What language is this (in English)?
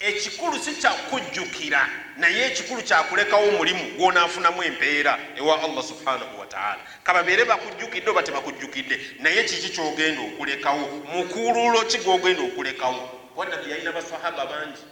Ganda